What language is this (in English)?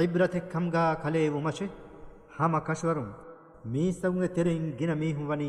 Divehi